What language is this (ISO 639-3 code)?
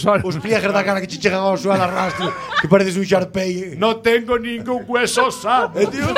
glg